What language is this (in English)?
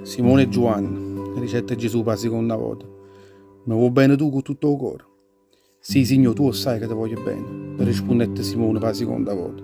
Neapolitan